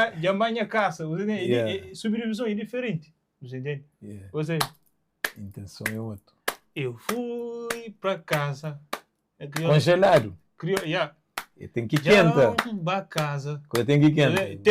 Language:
Kabuverdianu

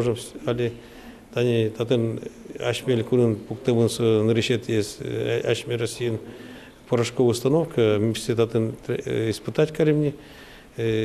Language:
Udmurt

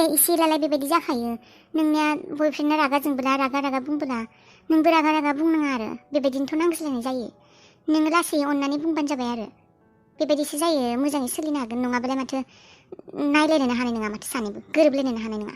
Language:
Bodo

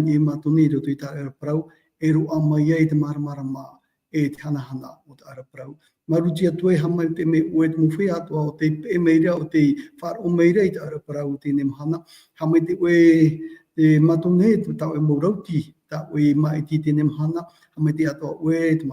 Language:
Tahitian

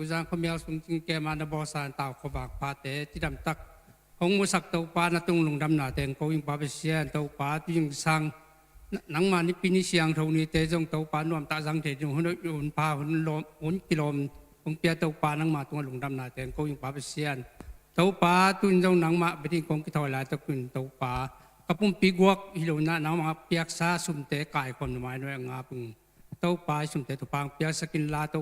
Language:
Tedim Chin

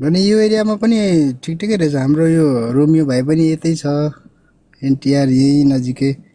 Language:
Nepali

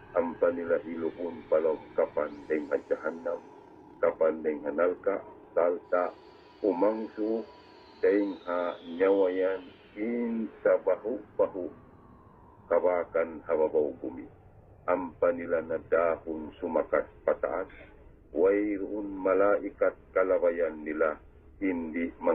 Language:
Tausug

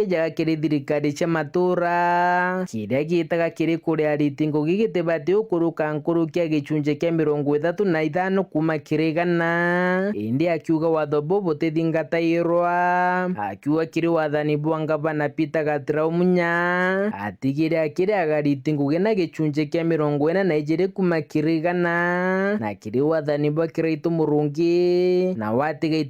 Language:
Meru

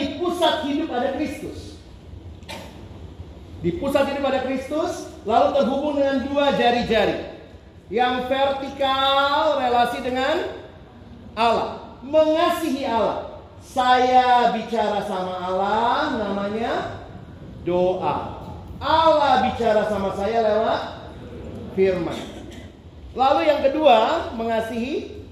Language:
Indonesian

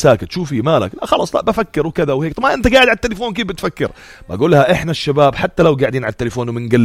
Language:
North Levantine Arabic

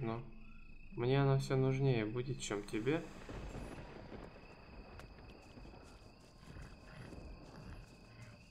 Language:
Russian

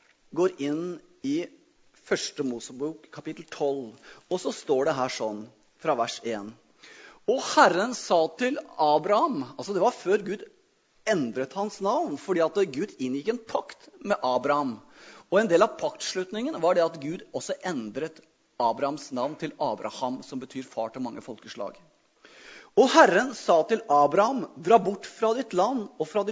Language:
Norwegian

